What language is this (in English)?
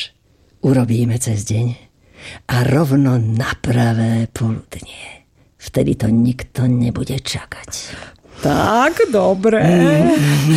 Slovak